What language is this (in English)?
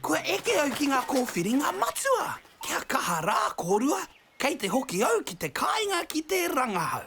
Māori